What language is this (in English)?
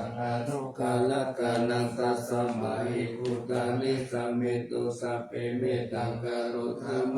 Pali